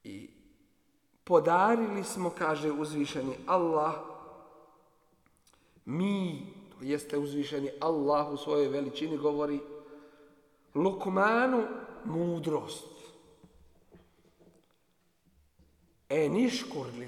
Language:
Bosnian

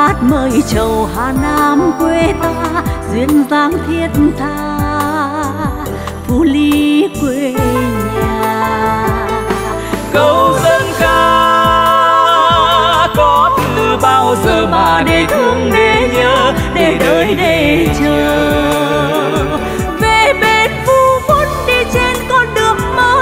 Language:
Vietnamese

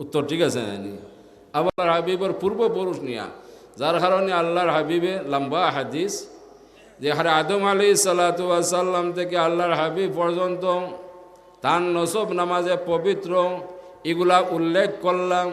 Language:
Sylheti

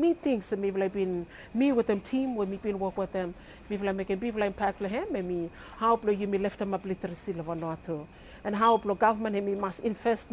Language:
Bislama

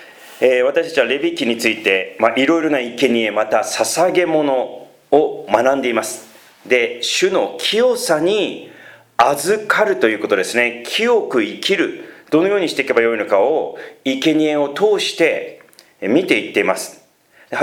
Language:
Japanese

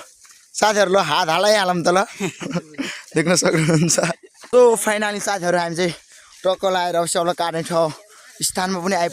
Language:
Nepali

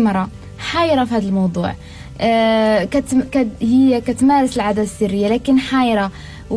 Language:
Moroccan Arabic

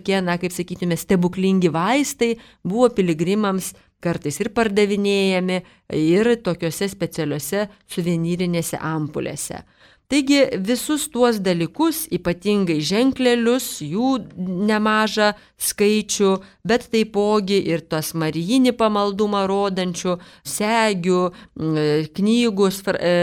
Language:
Lithuanian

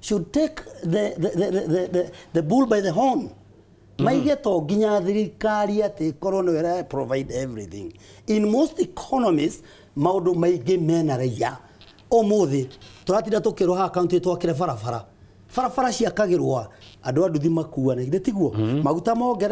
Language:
Kikuyu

